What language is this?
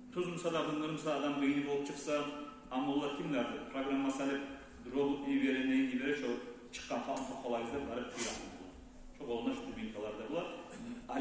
Kumyk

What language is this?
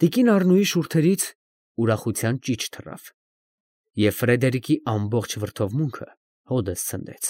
Armenian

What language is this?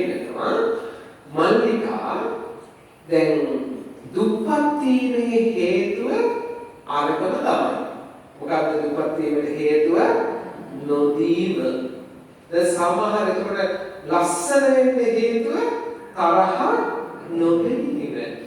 Sinhala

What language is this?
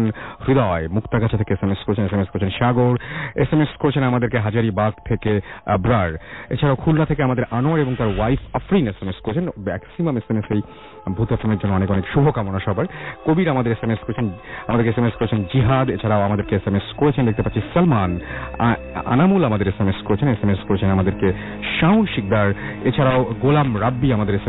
Bangla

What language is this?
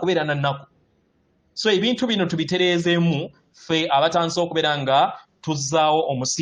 Ganda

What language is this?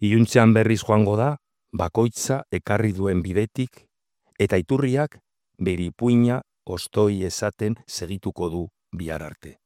Basque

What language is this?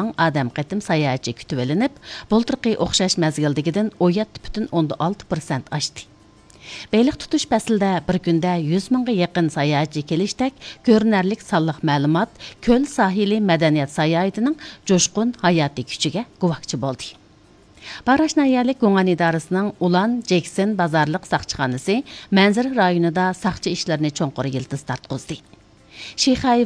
Uyghur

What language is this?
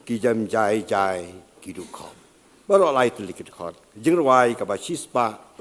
Khasi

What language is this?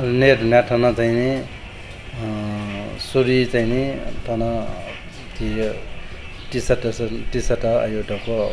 Newari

